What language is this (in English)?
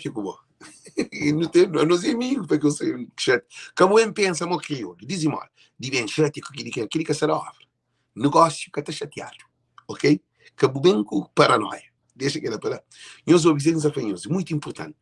Kabuverdianu